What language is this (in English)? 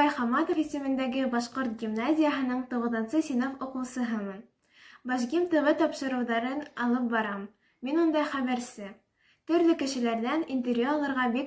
Bashkir